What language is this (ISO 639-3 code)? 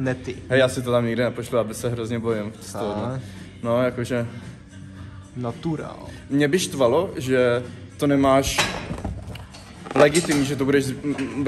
ces